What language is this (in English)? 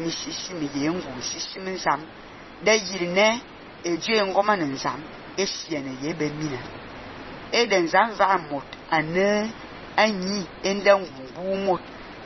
Fang